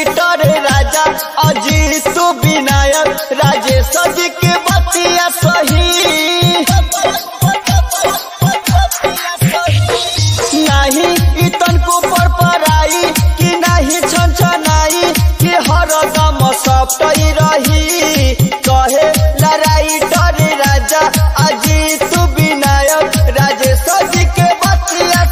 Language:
Bhojpuri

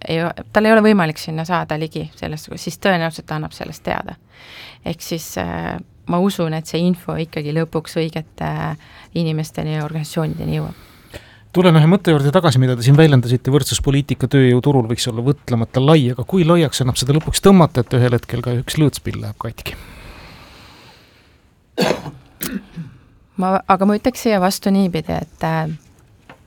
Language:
Estonian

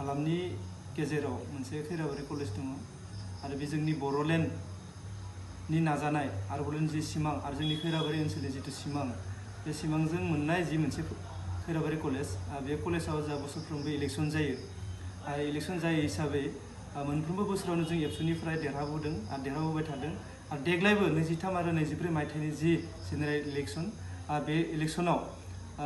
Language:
Bodo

